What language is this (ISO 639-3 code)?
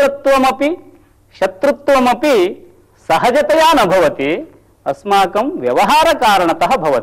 san